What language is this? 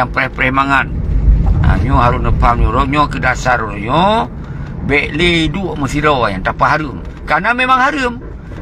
Achinese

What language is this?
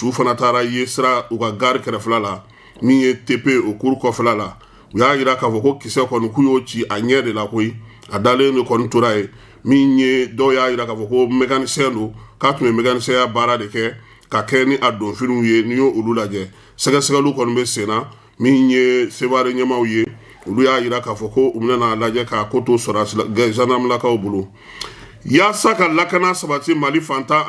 Bambara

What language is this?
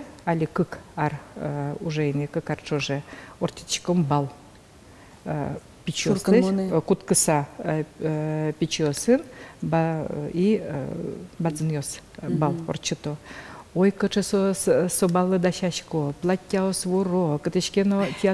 Udmurt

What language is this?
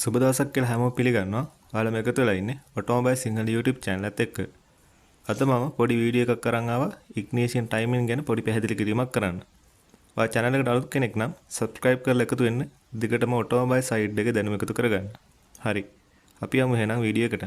Sinhala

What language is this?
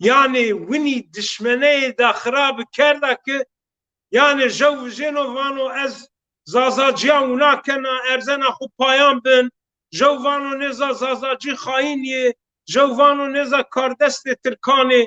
Zaza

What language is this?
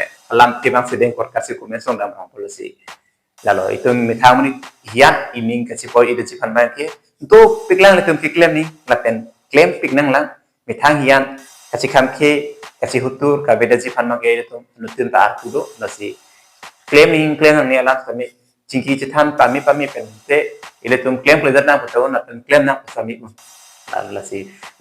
Karbi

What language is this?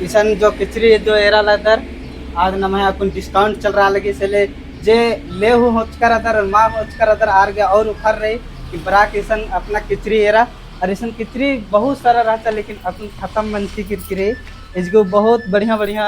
Kurukh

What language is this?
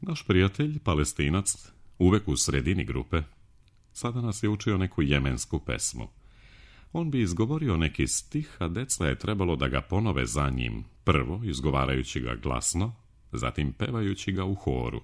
Serbian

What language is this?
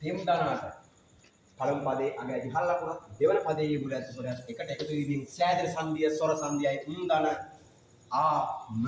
Sinhala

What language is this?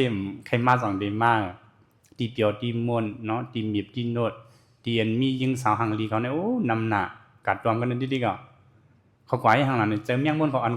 Shan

